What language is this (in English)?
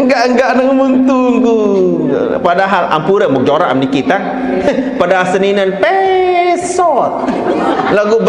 Sasak